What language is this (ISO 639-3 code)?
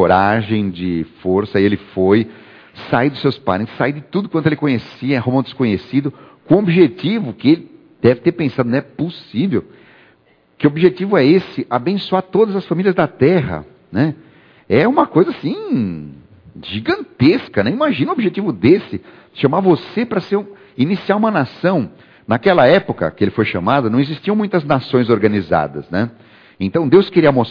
por